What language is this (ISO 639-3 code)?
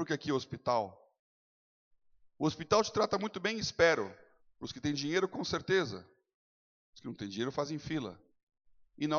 por